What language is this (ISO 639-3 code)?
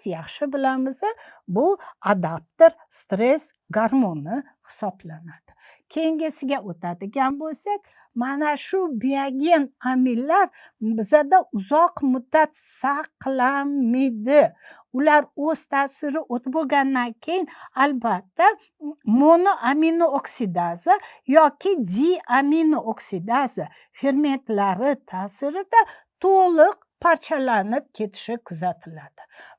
uzb